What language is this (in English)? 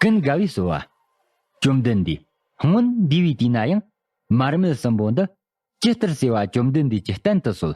Tibetan